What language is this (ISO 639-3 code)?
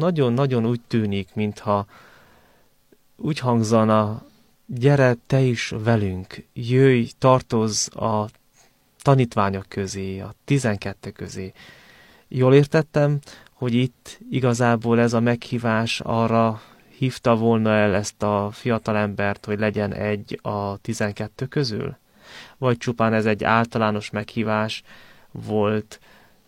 hun